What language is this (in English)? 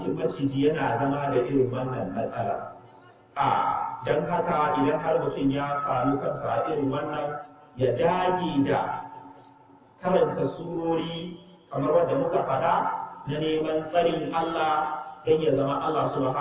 Hausa